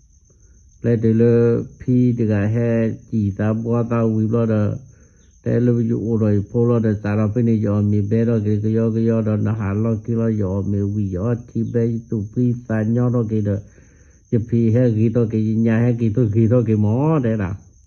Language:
S'gaw Karen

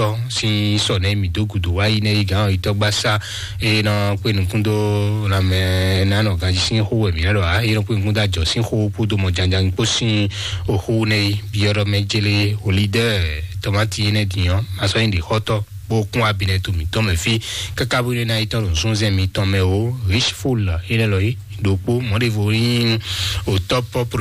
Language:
Fon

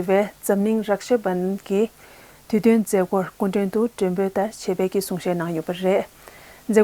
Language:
Tibetan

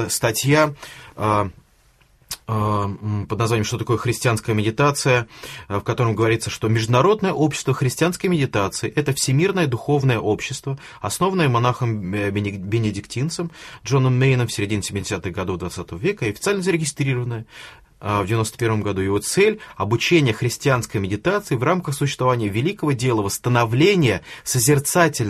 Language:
Russian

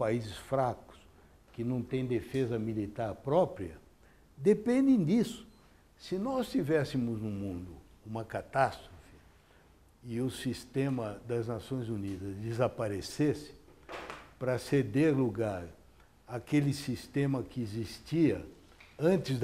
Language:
Portuguese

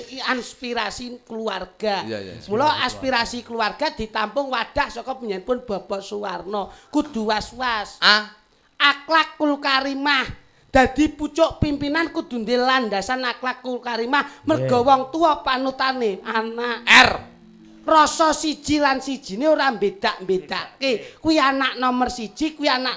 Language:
Javanese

